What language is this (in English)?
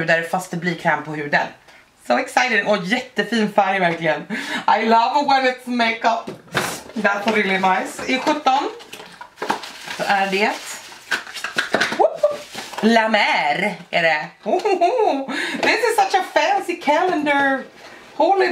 Swedish